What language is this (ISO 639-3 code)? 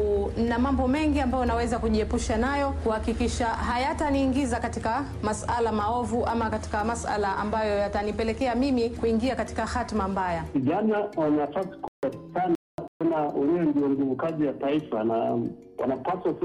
swa